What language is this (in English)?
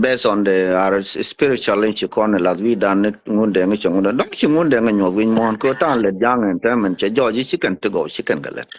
Nuer